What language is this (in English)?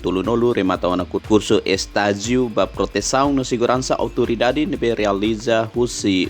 Tetum